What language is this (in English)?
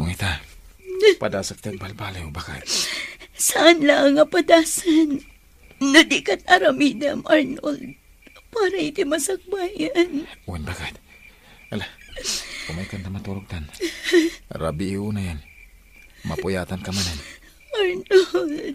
Iloko